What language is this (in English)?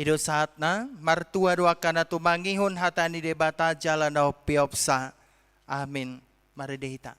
Batak Toba